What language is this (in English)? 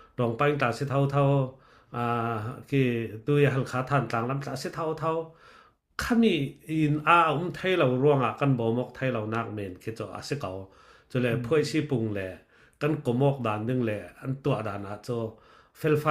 Falam Chin